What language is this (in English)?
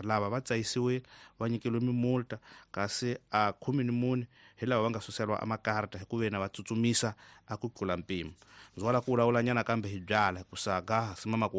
Tsonga